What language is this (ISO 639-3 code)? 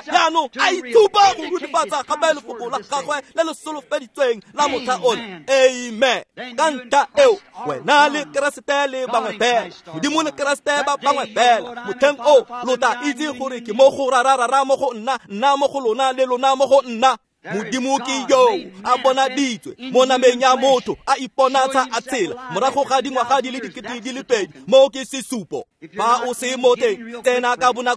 tsn